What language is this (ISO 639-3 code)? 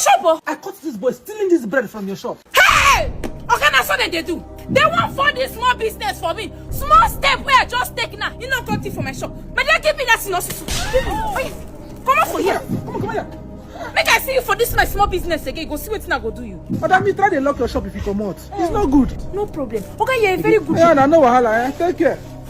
pcm